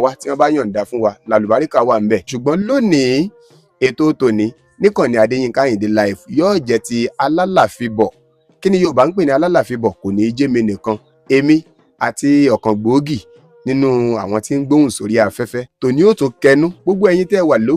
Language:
Yoruba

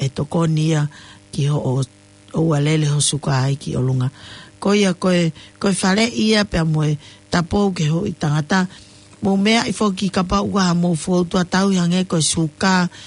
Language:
Tongan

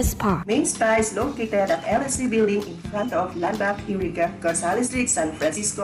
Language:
Bikol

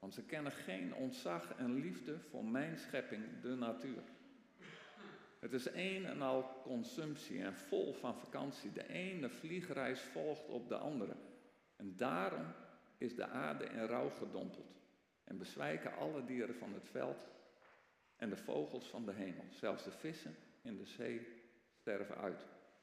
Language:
Dutch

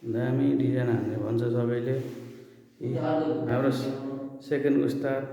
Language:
Nepali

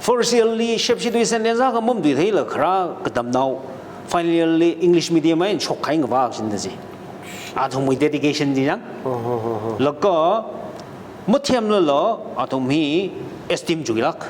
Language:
Tangkhul Naga (India)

